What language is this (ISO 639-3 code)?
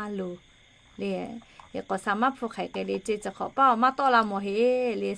lhu